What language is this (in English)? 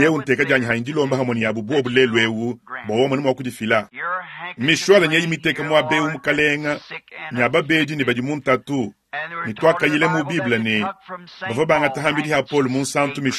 Luba-Lulua